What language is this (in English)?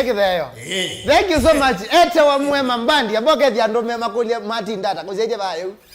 Kamba